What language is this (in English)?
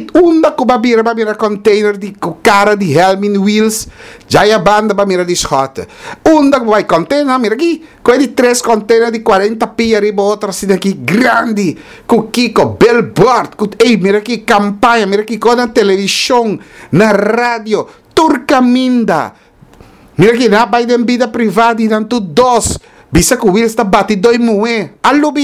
Papiamento